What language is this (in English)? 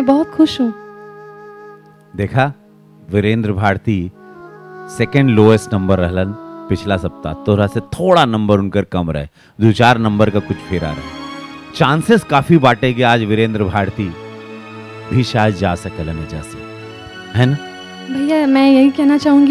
Bhojpuri